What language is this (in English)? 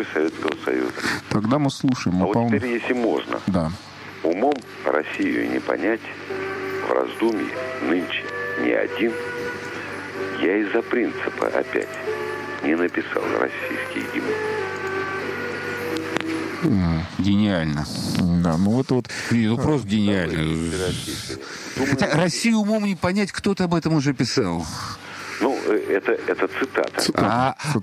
Russian